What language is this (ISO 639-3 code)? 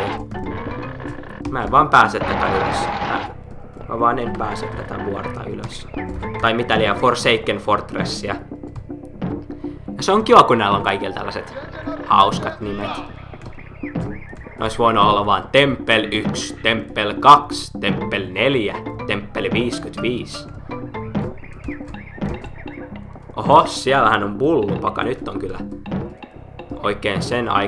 fin